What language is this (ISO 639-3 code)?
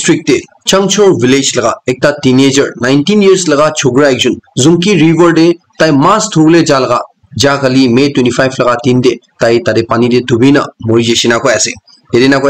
nag